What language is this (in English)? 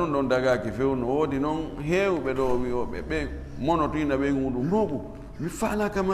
Fula